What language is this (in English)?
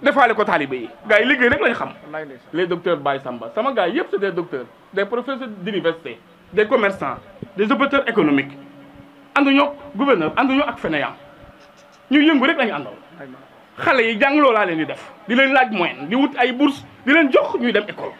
Wolof